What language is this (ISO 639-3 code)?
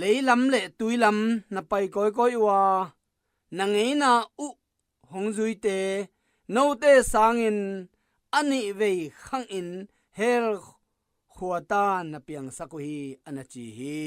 ctd